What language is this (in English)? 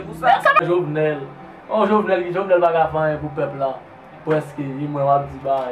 Haitian Creole